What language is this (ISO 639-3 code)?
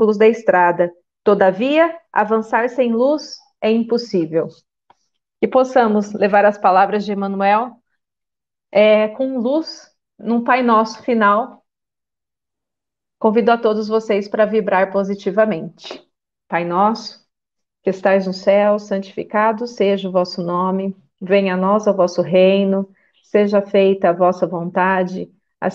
por